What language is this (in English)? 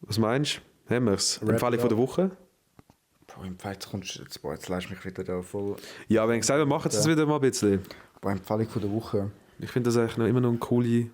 Swiss German